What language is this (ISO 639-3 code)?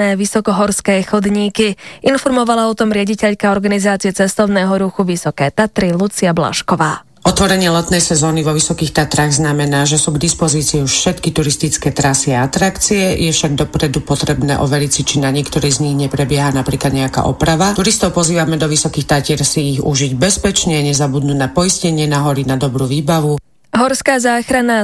slk